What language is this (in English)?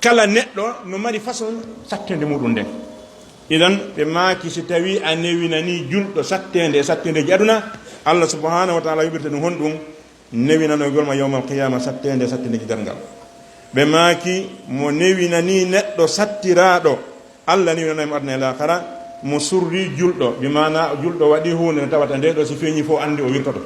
Fula